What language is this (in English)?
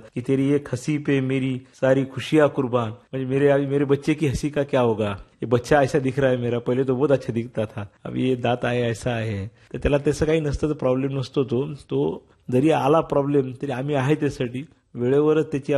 Marathi